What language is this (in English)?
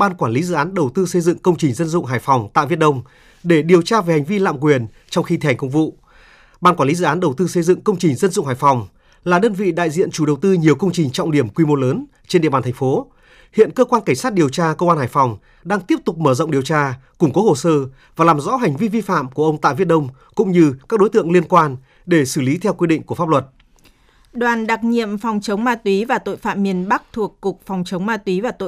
Vietnamese